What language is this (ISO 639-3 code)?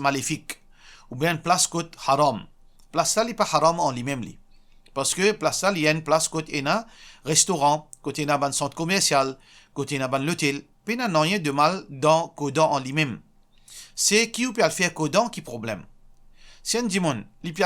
mfe